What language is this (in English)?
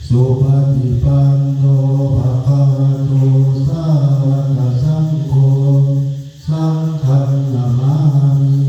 Pali